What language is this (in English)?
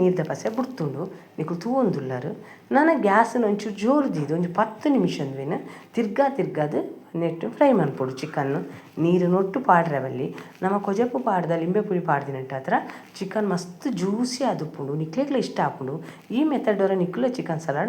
Tulu